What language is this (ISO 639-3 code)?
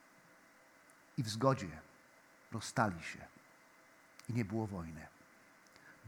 pol